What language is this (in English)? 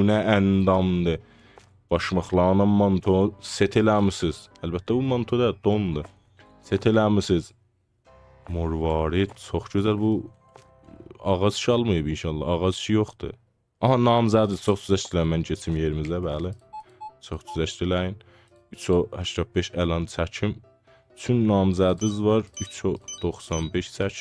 South Azerbaijani